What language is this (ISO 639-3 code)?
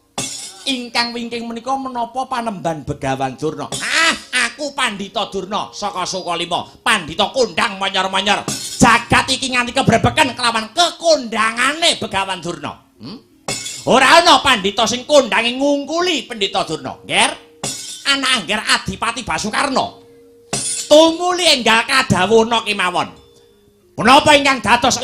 jav